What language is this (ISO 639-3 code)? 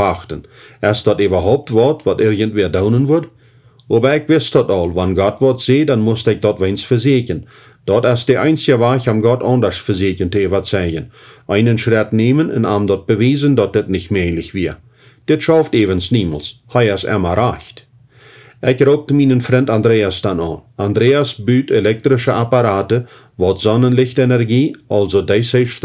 pdt